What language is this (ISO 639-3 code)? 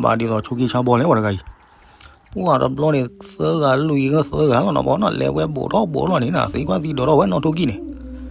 ksw